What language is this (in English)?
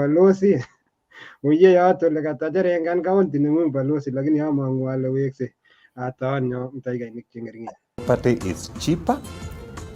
Kalenjin